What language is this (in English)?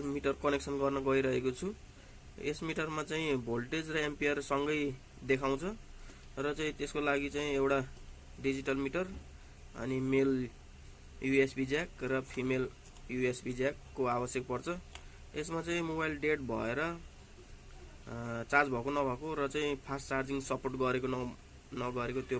Nepali